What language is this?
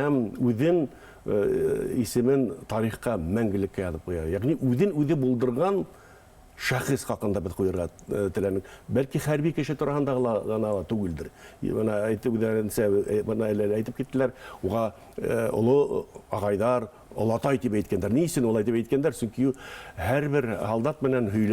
Bashkir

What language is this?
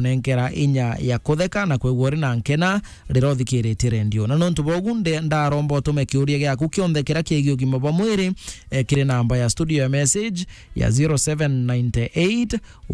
Meru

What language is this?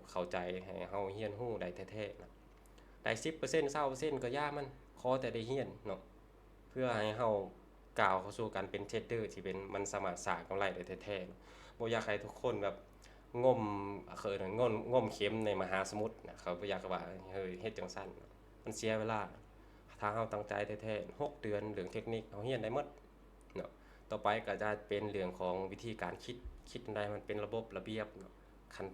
Lao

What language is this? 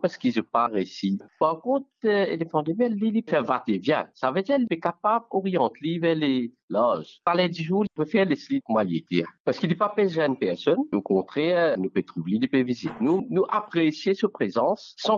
Morisyen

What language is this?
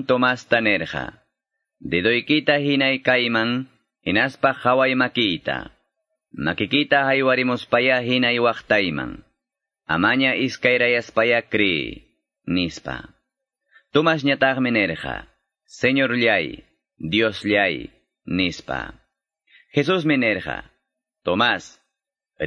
Quechua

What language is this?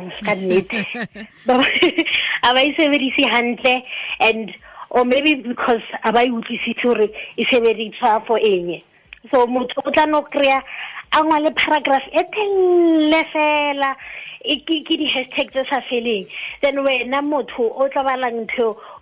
Tswana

